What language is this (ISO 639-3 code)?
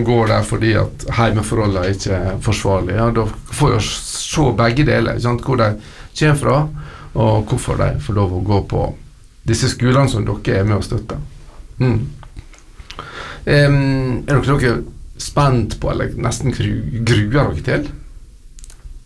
nor